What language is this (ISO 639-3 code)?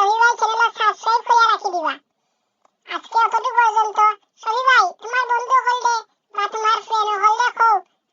syl